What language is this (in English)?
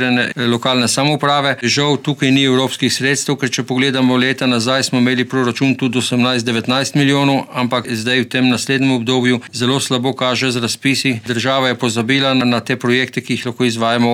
Slovenian